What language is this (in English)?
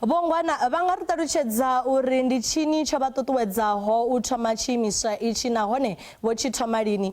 Venda